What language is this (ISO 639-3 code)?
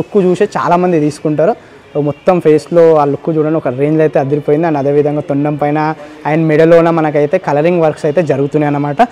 tel